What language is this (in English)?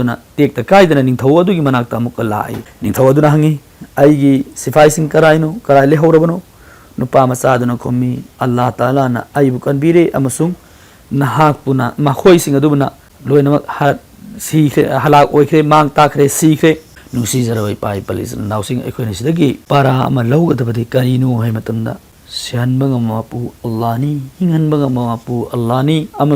Manipuri